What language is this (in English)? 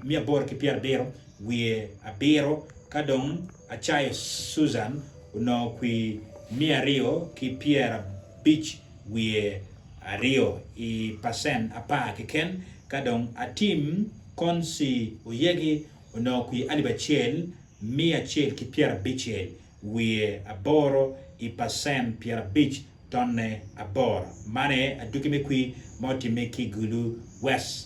Acoli